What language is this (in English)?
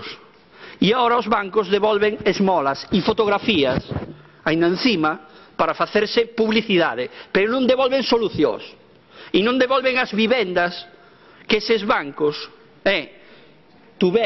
Galician